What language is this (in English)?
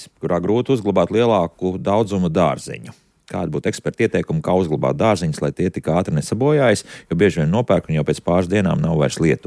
Latvian